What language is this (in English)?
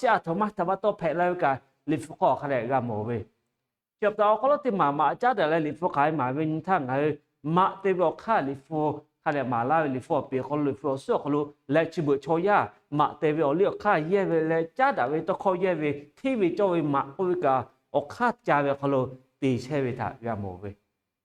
Lahu